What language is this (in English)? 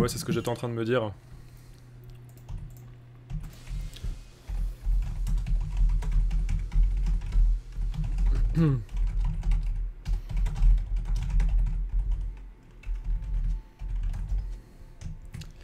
French